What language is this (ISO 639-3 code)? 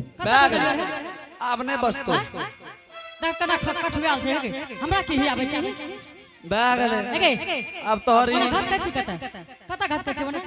anp